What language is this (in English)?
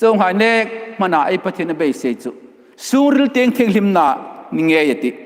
Hmar